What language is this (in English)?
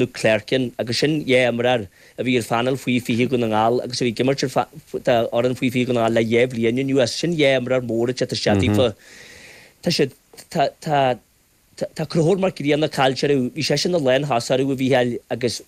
Irish